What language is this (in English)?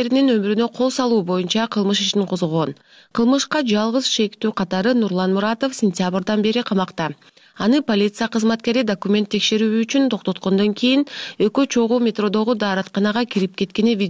Kyrgyz